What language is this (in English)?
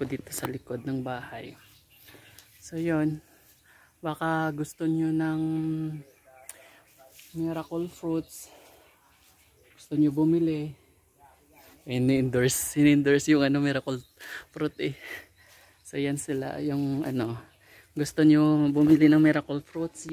Filipino